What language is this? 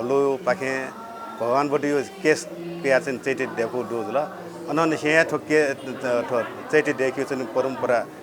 Newari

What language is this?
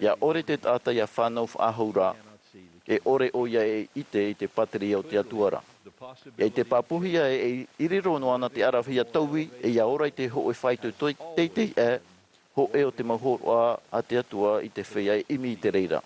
Tahitian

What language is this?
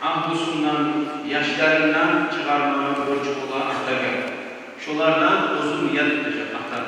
Kumyk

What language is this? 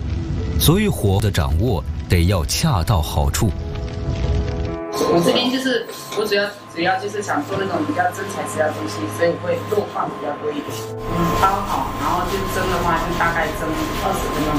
Chinese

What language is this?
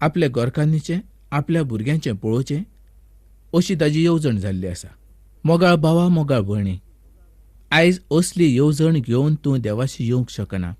Konkani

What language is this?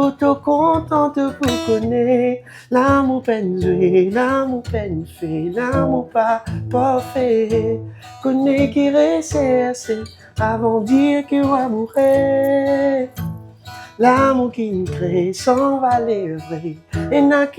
Morisyen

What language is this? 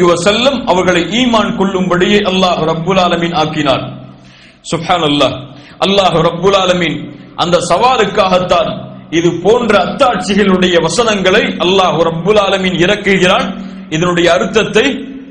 Tamil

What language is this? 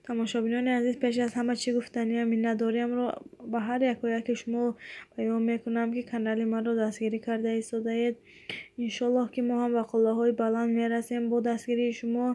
Tajik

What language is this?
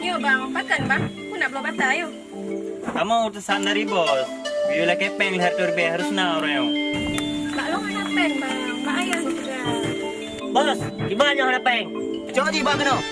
Achinese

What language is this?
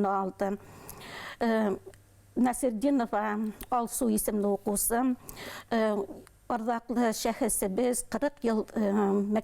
Bashkir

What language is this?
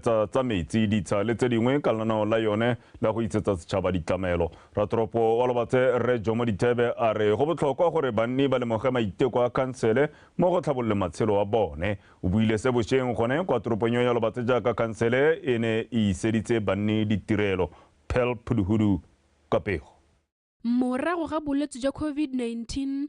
Tswana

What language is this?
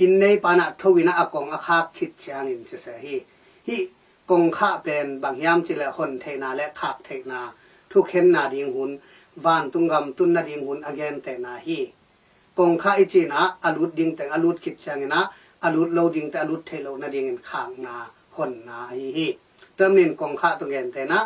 Tedim Chin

